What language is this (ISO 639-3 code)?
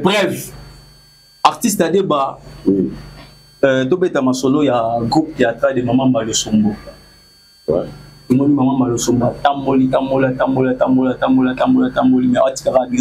lin